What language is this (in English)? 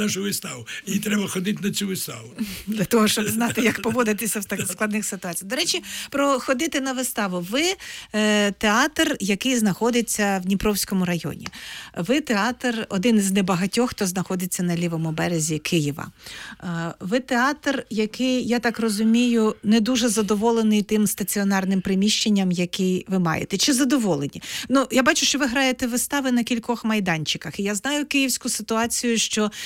Ukrainian